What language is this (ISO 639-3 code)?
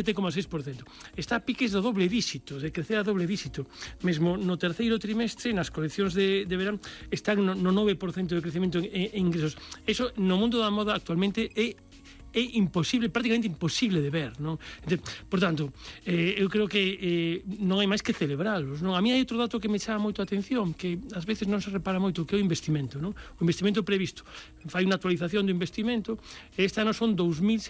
glg